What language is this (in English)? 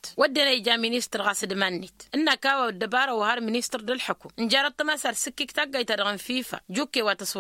Tamasheq